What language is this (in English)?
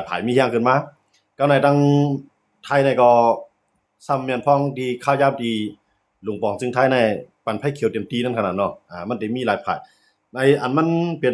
Shan